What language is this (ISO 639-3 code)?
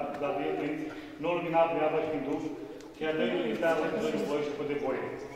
ron